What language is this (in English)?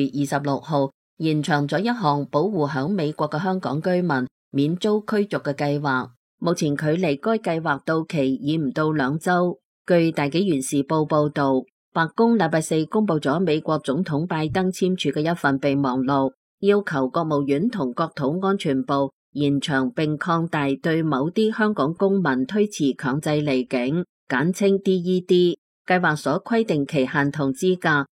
Cantonese